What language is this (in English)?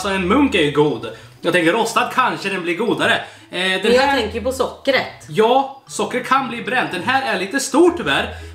Swedish